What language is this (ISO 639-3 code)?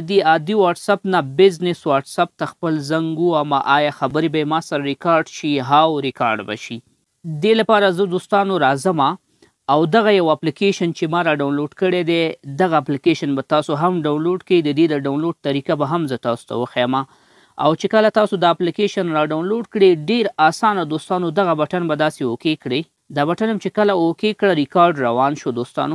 pus